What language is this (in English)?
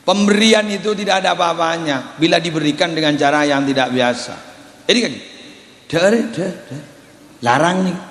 Madurese